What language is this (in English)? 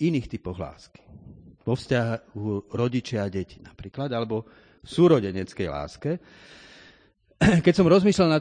Slovak